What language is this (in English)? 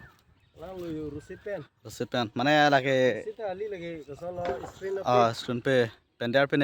Karbi